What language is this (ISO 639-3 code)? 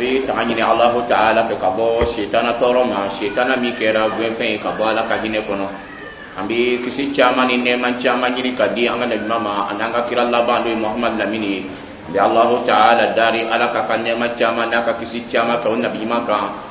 dyu